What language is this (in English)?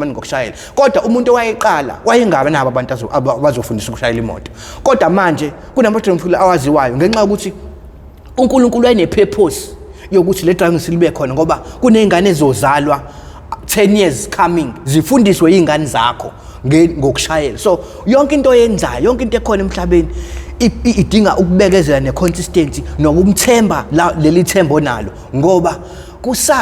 Zulu